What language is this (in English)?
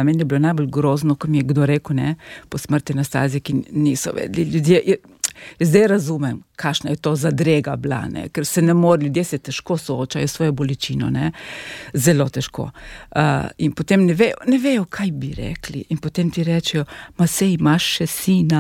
Slovenian